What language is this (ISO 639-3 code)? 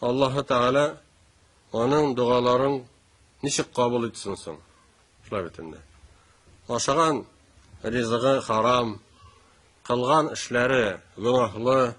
tat